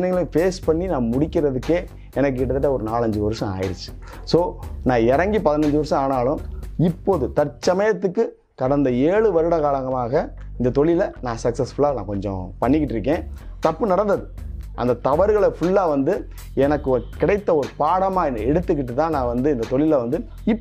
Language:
Tamil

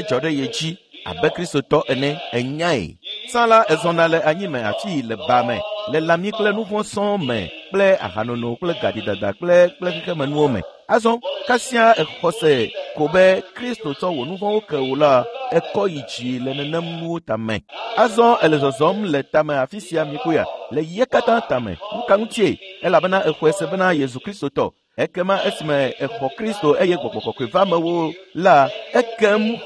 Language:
Ewe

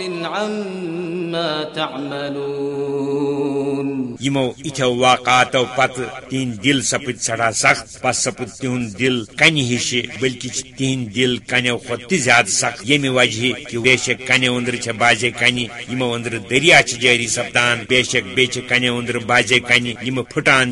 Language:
Kashmiri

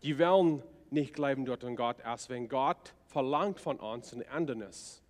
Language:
Plautdietsch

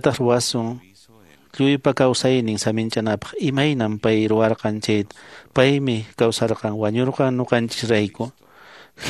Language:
Quechua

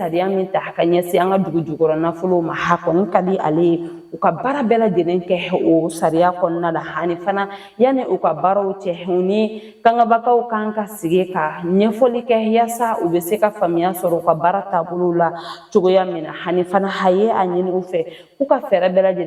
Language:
Bambara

